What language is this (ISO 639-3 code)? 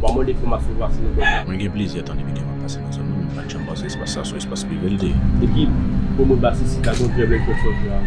hat